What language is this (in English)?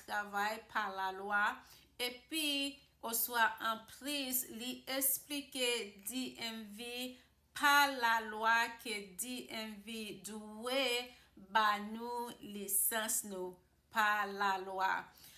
Haitian Creole